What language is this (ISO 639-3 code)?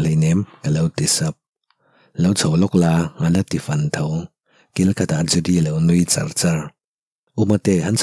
lus